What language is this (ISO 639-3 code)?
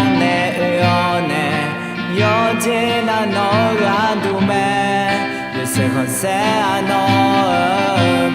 ahk